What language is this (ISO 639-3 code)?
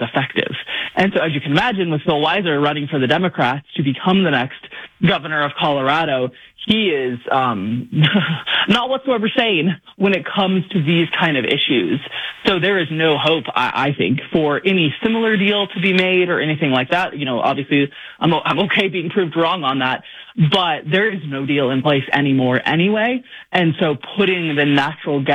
eng